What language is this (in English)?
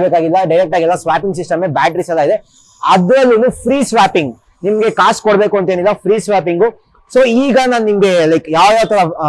Kannada